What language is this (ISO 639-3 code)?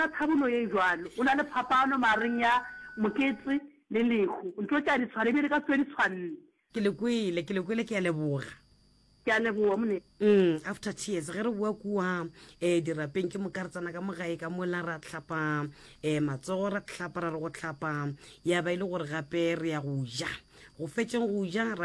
nso